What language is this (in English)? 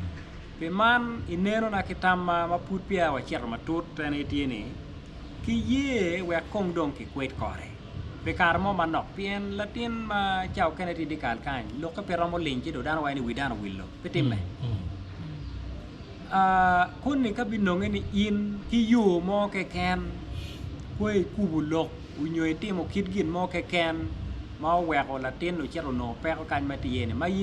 Acoli